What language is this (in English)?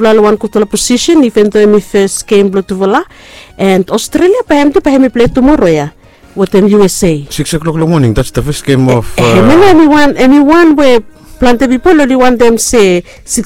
Bislama